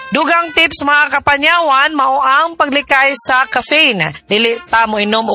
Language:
Cebuano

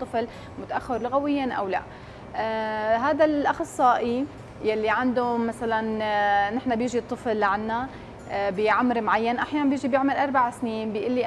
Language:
North Levantine Arabic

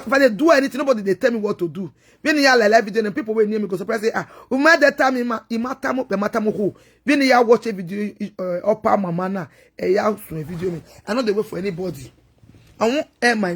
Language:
Nigerian Pidgin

